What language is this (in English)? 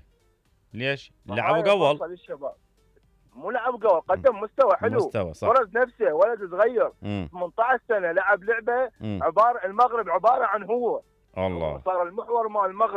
Mesopotamian Arabic